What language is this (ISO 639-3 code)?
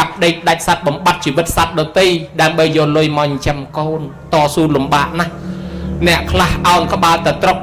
khm